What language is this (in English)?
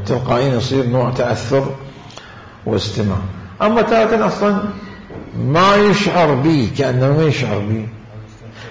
Mesopotamian Arabic